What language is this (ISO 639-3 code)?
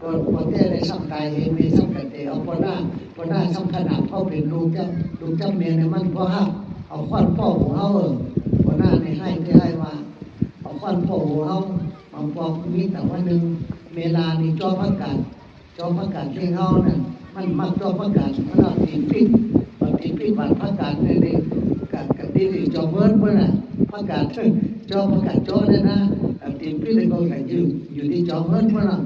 shn